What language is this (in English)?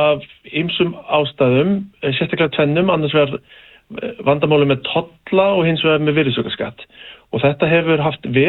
Icelandic